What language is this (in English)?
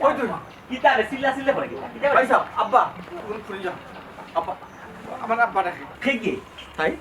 Sylheti